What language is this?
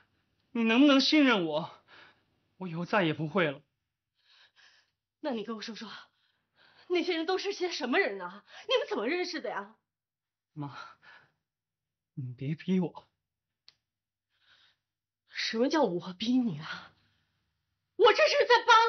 Chinese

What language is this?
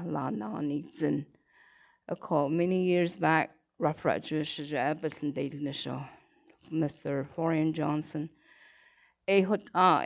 Navajo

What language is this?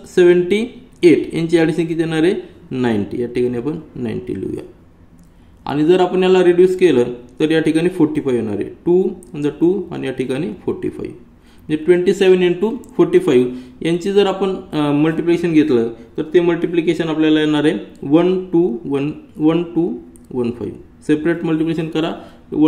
Marathi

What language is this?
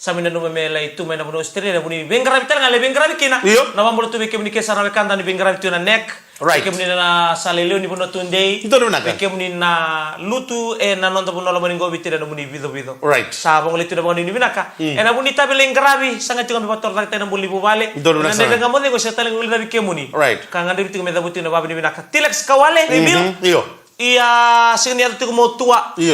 Fijian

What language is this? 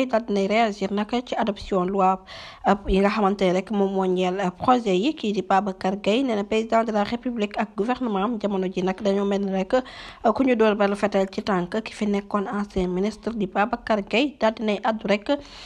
Wolof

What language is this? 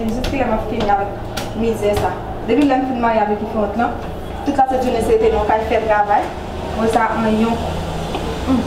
Haitian Creole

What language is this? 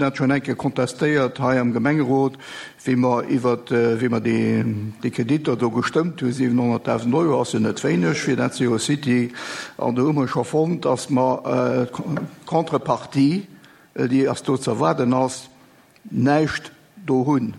Luxembourgish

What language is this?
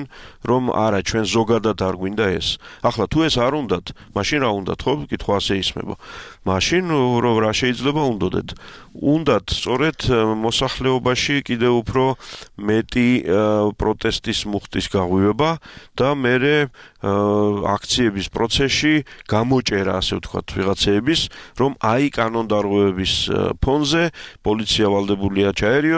Georgian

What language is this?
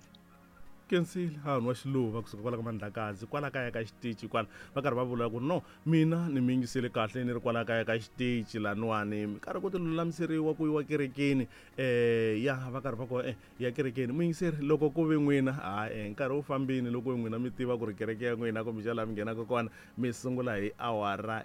Tsonga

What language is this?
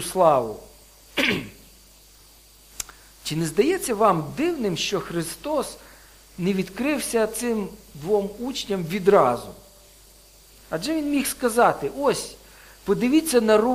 Ukrainian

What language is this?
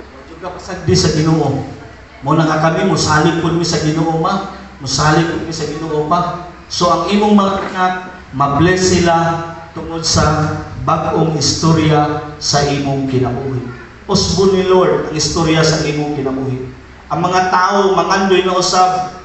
Cebuano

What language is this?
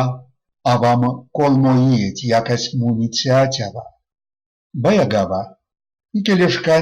Erzya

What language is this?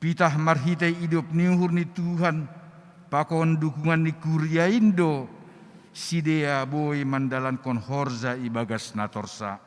Batak Simalungun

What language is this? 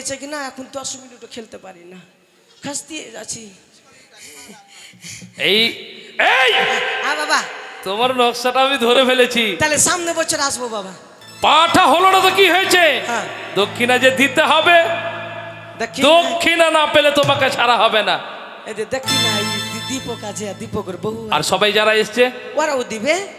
Bangla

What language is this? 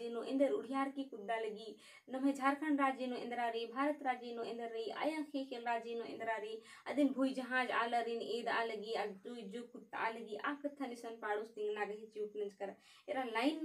Kurukh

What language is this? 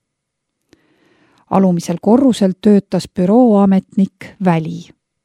Estonian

